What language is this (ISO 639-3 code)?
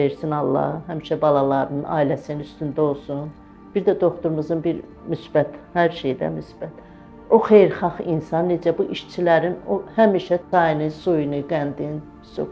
aze